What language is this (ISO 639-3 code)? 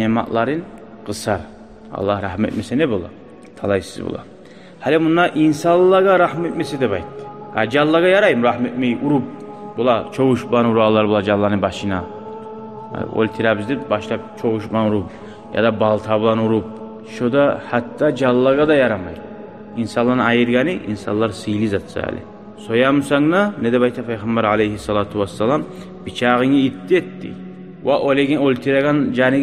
kum